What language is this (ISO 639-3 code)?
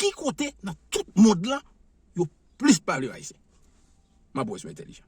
hat